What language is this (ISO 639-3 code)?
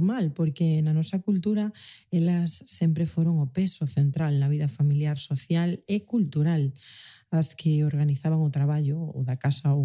glg